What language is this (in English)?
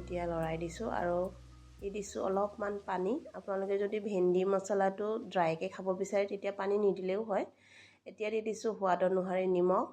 Assamese